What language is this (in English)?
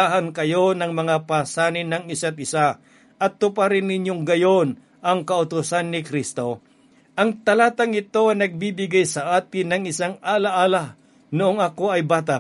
Filipino